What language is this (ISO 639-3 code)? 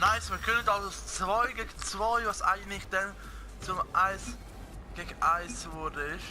gsw